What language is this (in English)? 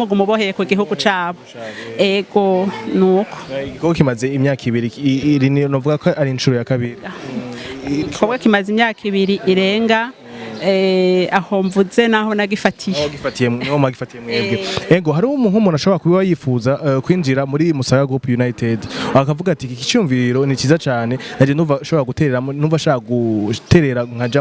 Rundi